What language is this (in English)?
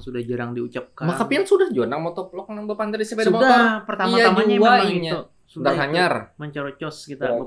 Banjar